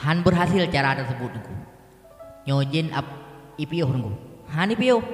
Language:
Achinese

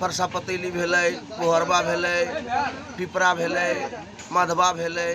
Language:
Magahi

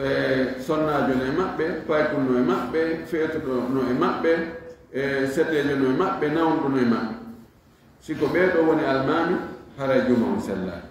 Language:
Fula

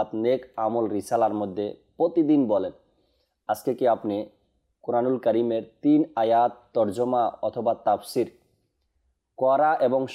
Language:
Bangla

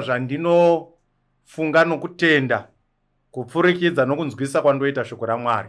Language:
Shona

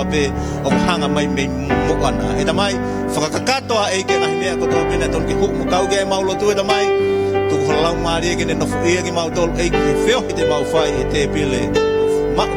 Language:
Tongan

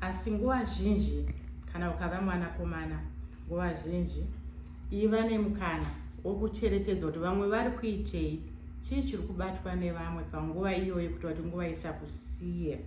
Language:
Shona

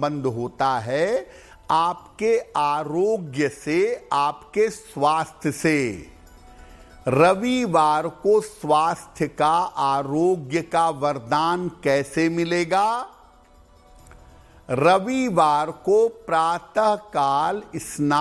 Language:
Hindi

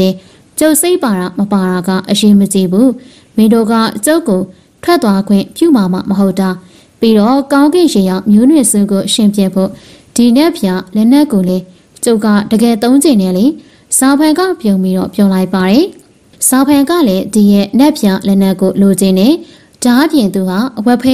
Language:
Burmese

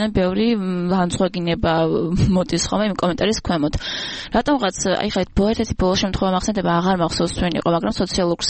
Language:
Georgian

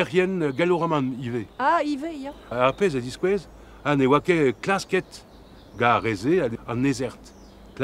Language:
Breton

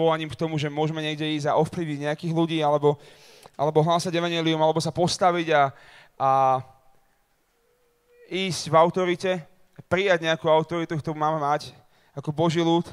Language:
Slovak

